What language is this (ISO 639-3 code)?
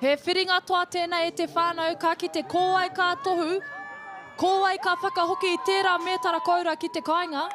mri